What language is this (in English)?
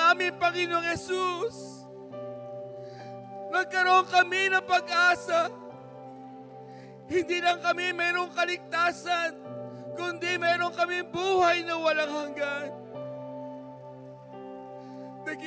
Filipino